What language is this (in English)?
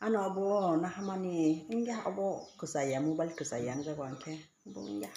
Kok Borok